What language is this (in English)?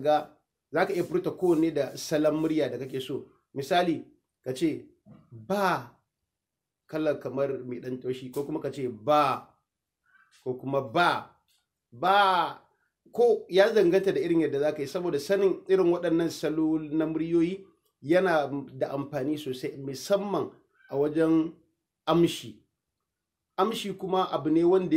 Hausa